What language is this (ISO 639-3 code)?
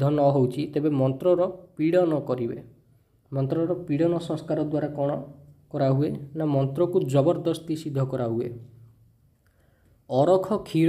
ori